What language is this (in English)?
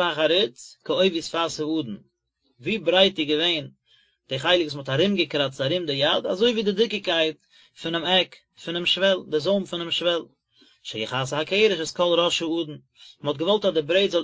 Yiddish